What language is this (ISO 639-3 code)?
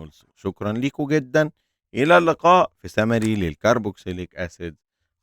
arz